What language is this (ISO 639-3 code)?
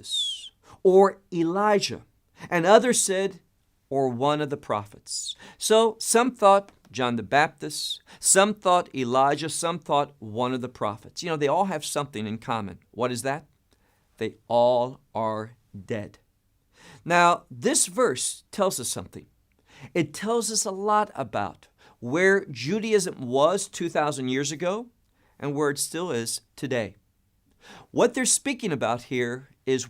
eng